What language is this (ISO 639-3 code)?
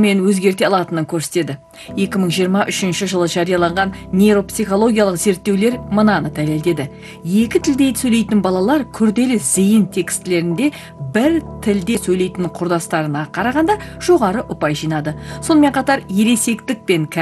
kaz